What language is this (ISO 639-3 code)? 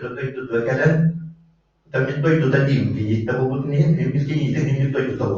sah